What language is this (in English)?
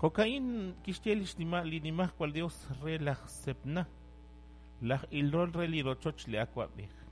Kekchí